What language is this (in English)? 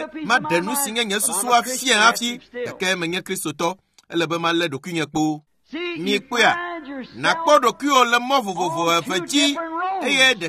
Ewe